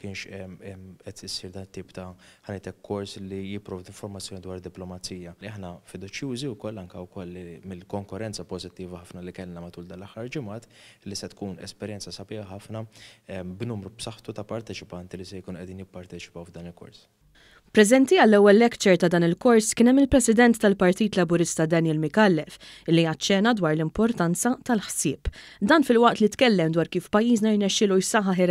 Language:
Maltese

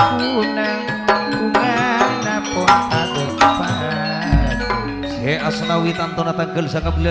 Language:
Madurese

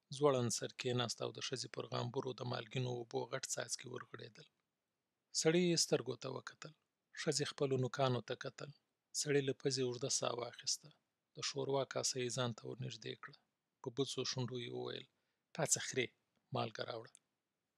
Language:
Pashto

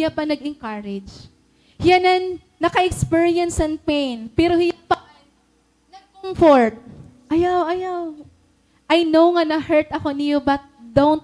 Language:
Waray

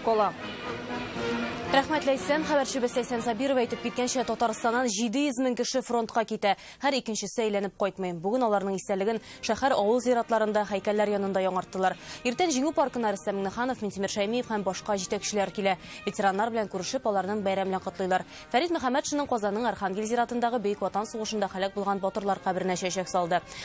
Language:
Tatar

